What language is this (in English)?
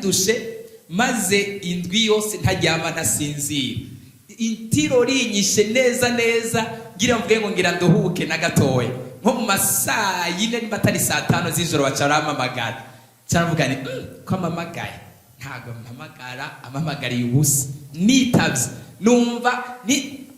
Rundi